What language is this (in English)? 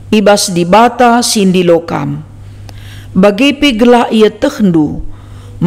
Batak Karo